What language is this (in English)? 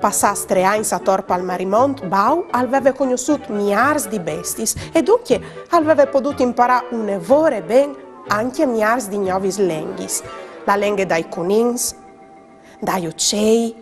Friulian